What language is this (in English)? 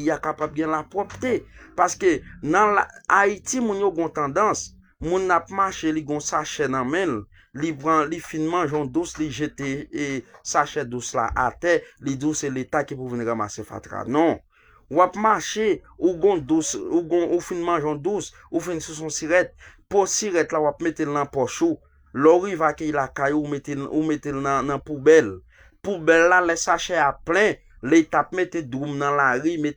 Haitian Creole